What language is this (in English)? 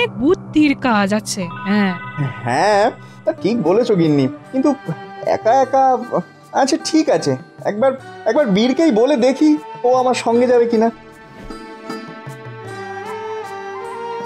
Bangla